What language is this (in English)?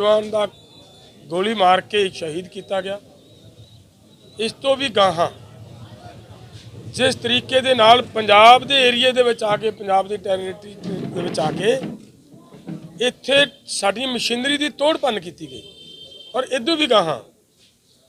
Punjabi